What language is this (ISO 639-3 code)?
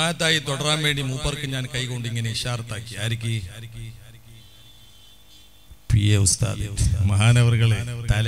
mal